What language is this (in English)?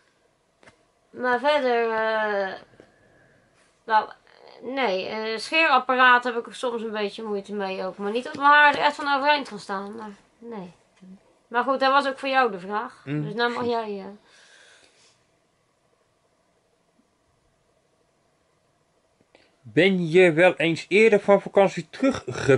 Dutch